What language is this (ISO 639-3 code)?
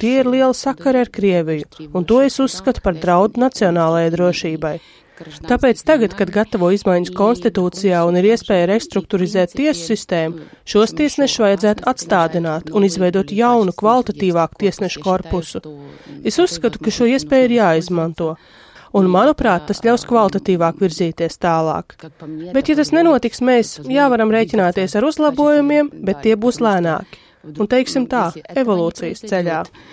lav